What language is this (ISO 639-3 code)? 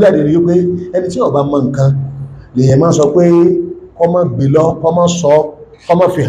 yor